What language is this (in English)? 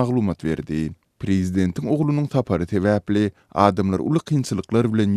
Turkmen